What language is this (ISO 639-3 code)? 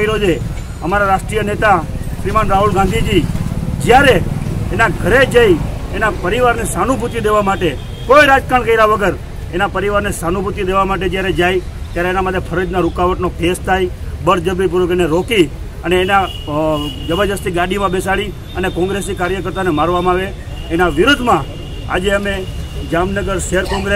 guj